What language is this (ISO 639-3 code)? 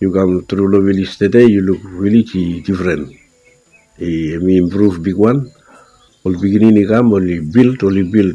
bis